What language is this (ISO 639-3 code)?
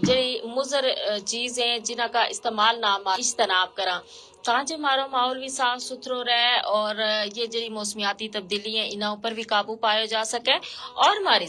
gju